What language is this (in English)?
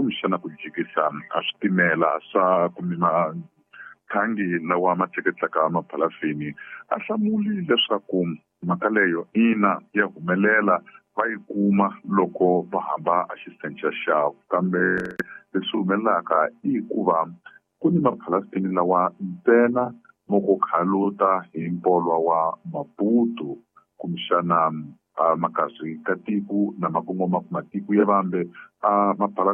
Tsonga